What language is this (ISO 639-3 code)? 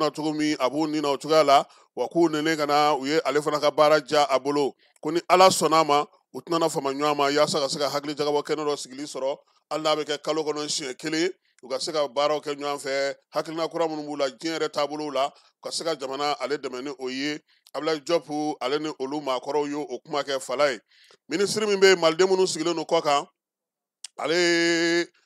bam